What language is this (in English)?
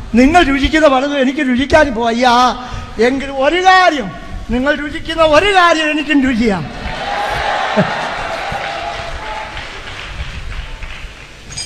Malayalam